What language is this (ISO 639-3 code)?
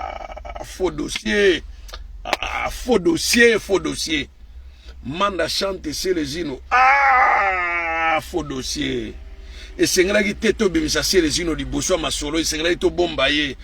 lin